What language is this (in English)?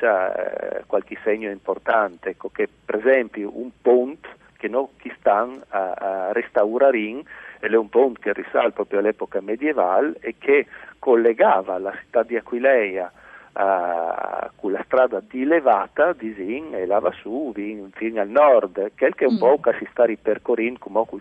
Friulian